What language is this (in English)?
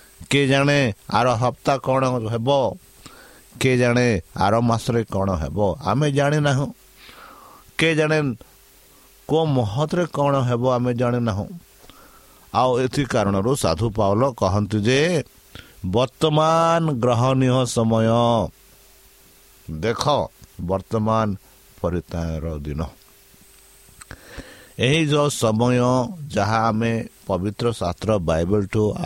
Odia